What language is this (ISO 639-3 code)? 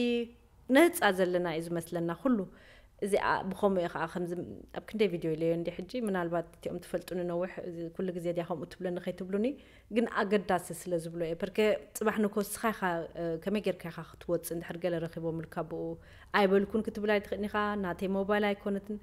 tir